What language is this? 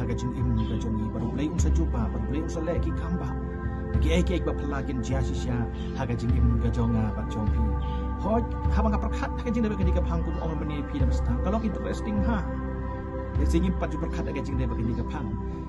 Khasi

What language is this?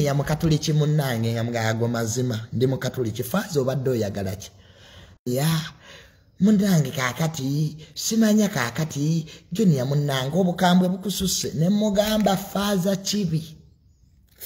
Ganda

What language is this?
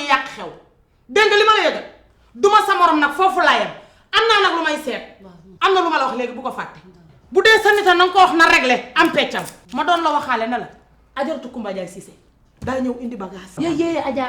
Wolof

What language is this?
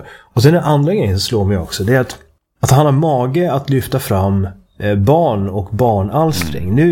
Swedish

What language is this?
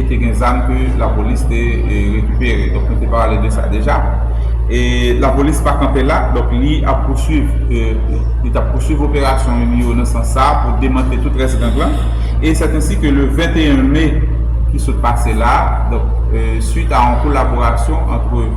Haitian Creole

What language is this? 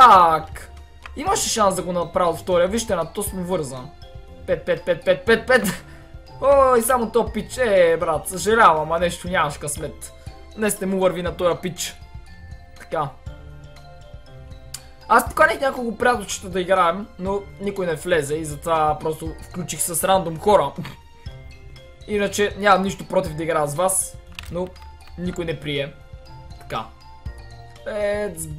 Bulgarian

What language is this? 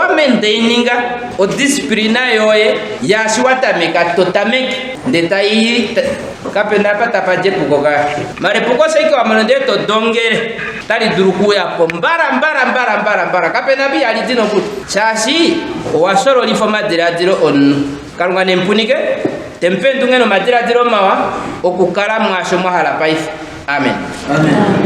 Ndonga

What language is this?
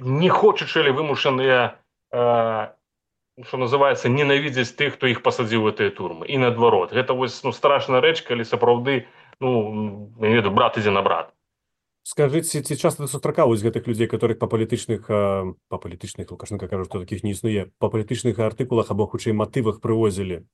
Belarusian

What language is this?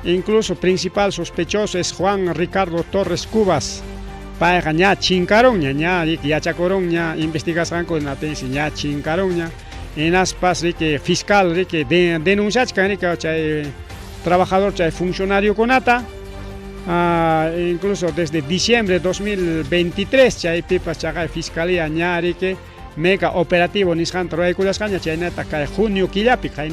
Ayacucho Quechua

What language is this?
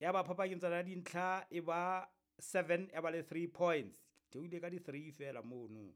Southern Sotho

